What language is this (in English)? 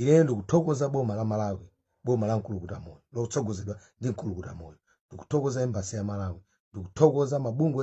Nyanja